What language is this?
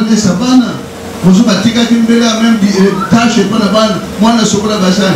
Lingala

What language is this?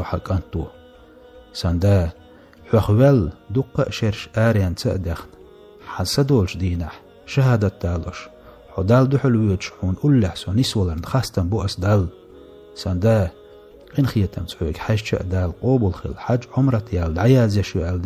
Chechen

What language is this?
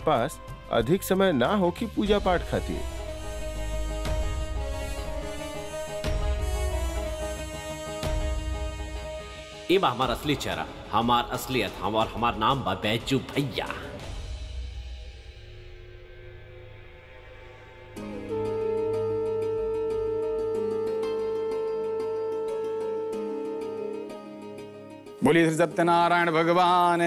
Bhojpuri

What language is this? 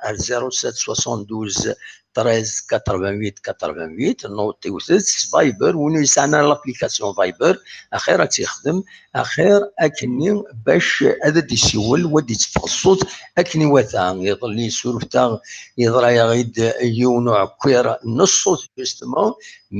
Kabyle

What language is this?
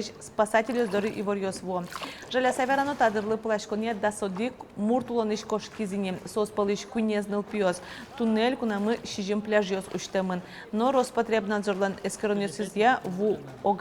Udmurt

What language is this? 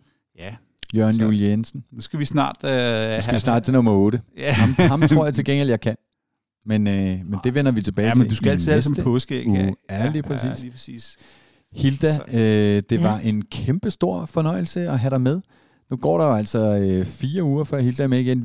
Danish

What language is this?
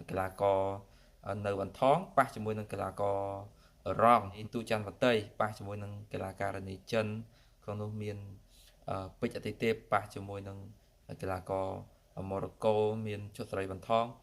Khmer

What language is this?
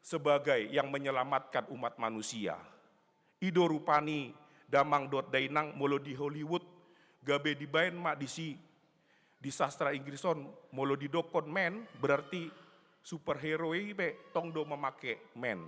Batak Toba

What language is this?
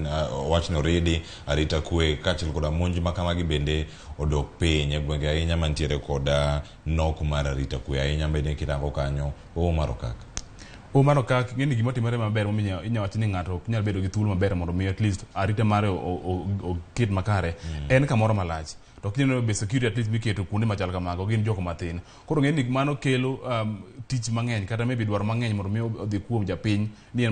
Luo (Kenya and Tanzania)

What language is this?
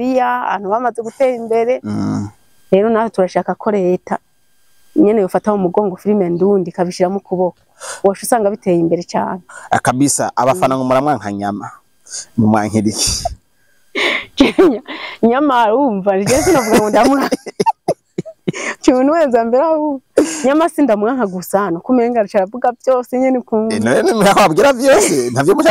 Rundi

